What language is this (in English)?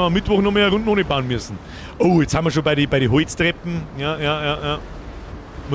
Bavarian